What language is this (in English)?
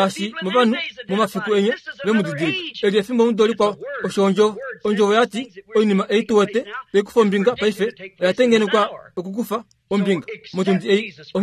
Kuanyama